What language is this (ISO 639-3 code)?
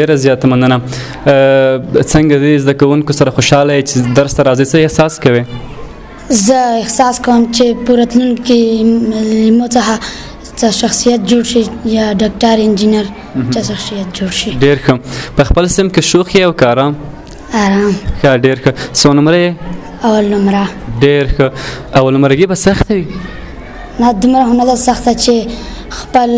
pus